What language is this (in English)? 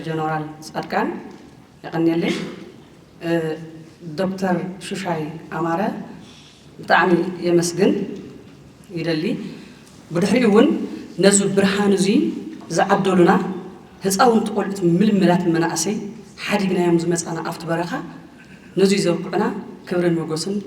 Tigrinya